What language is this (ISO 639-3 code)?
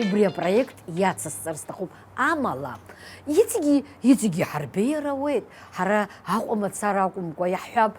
abk